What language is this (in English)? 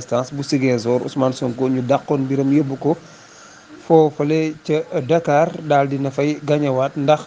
Wolof